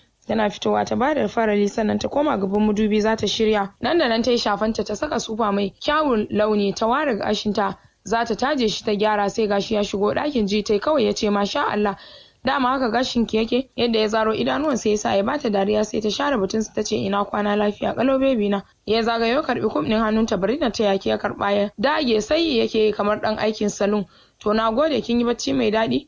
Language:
Hausa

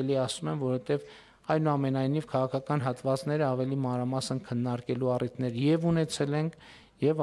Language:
Armenian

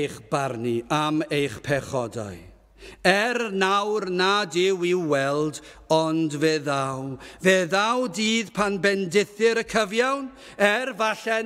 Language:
Welsh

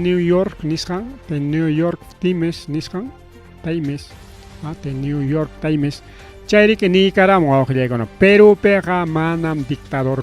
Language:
Ayacucho Quechua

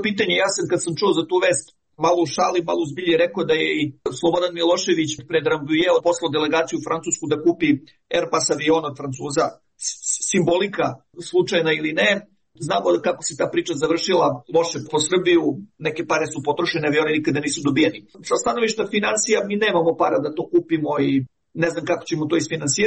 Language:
Serbian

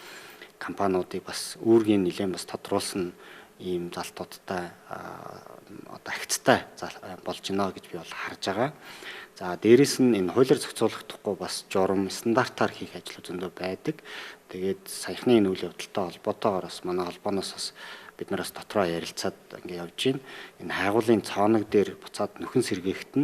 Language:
Mongolian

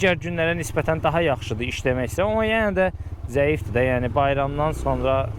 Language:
Azerbaijani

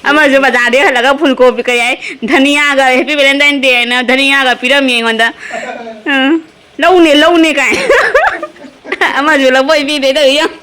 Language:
Manipuri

